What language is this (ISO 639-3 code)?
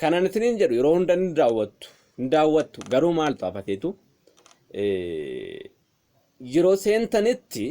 orm